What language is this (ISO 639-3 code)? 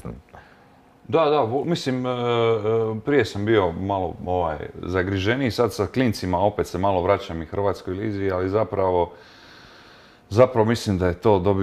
hrv